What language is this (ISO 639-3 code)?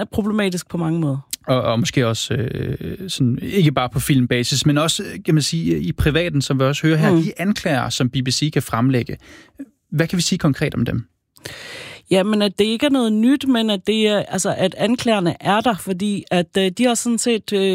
dan